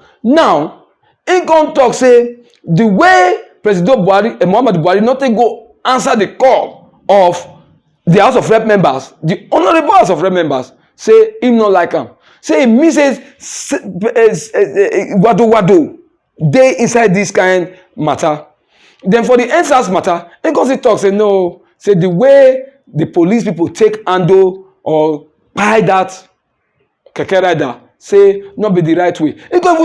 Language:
Nigerian Pidgin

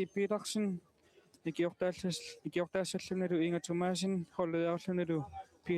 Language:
Kalaallisut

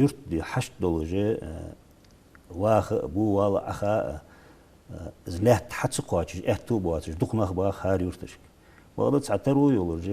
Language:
Ingush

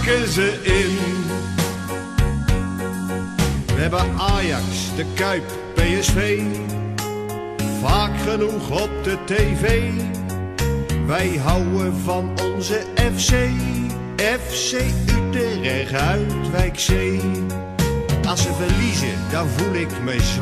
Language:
Dutch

